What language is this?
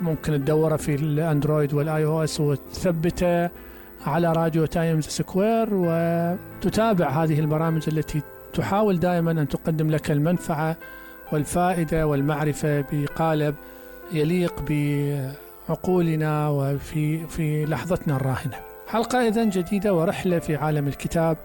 Mesopotamian Arabic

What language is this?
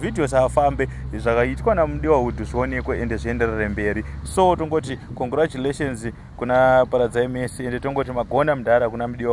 Shona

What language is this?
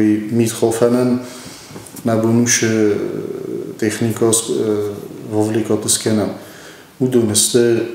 Ossetic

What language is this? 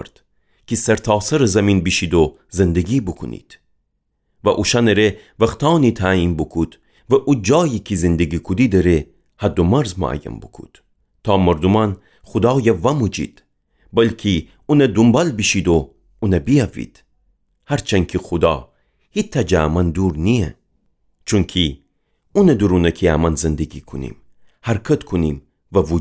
Gilaki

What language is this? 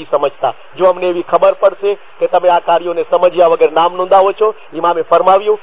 Gujarati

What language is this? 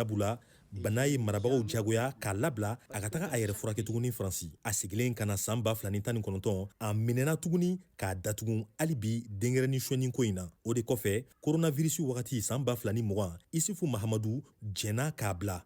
Bambara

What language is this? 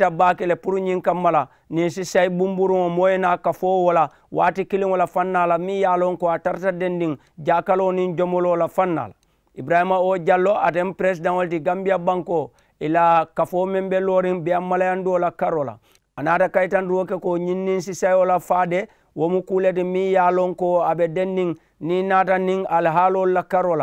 Mandingo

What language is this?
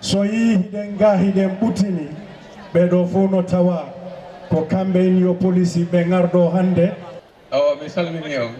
Fula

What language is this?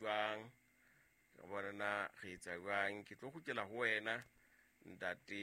Southern Sotho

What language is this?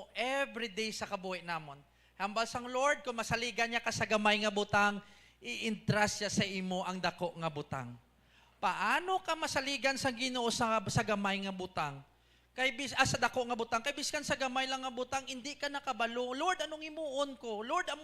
Hiligaynon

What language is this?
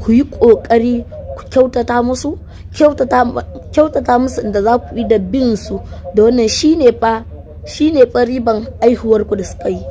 Hausa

